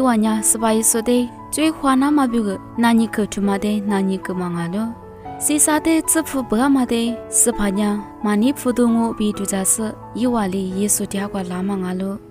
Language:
Lisu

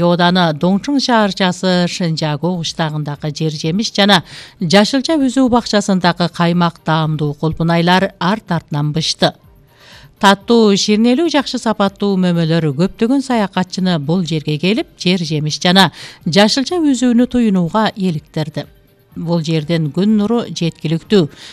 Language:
Kyrgyz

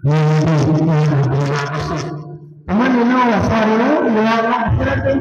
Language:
Achinese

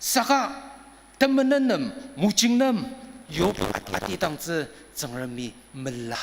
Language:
Ao Naga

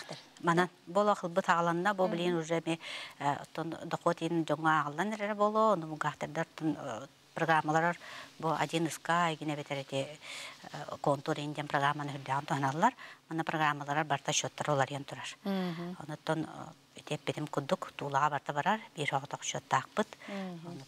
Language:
Yakut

